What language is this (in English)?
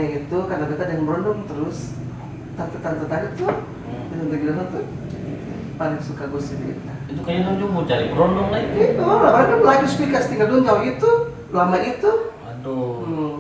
Ambonese Malay